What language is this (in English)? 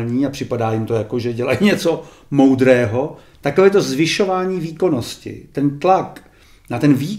Czech